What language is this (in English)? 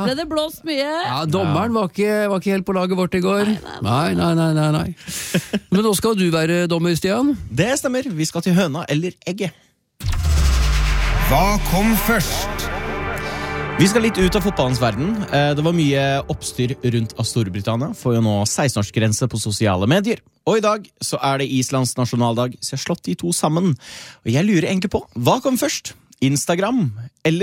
Norwegian